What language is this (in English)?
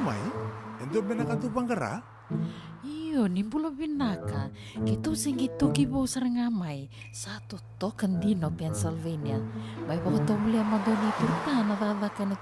Fijian